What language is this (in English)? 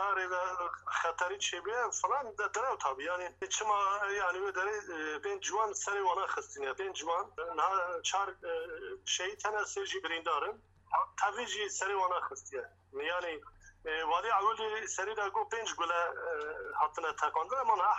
Kurdish